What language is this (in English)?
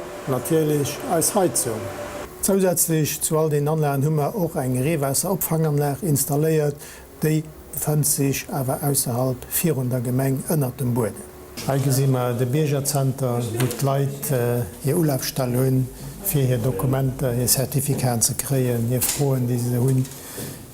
Luxembourgish